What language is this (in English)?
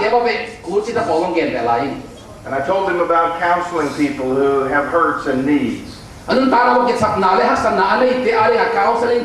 Tedim Chin